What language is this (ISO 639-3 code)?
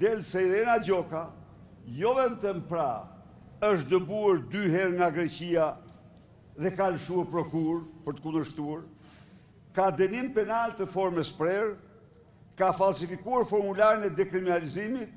sqi